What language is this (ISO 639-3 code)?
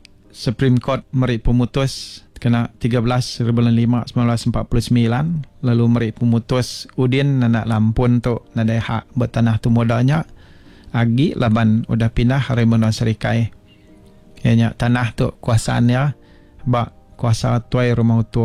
iba